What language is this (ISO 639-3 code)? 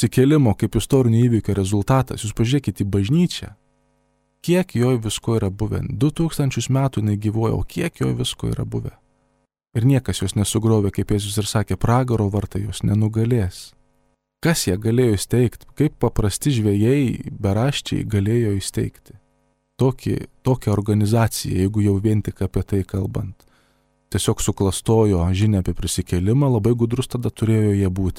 lit